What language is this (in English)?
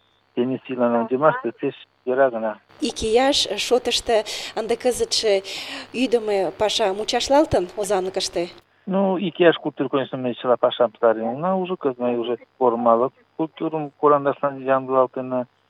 Mari